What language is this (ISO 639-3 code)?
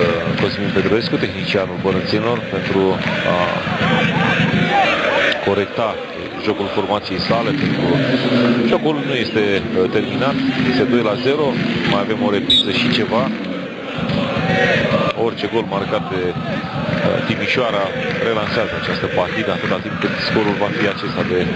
ron